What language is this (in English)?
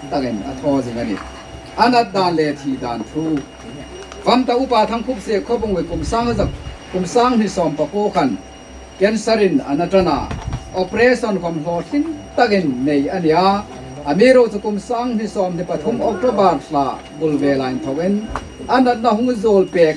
Hmar